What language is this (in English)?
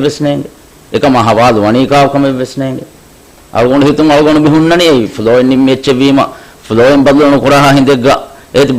Divehi